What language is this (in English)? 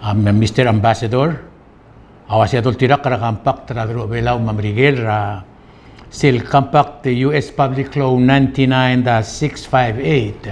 Palauan